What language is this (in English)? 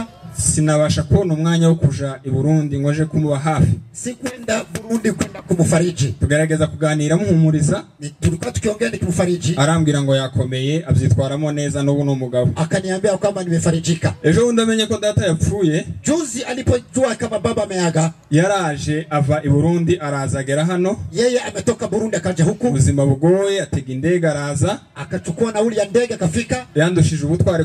Kinyarwanda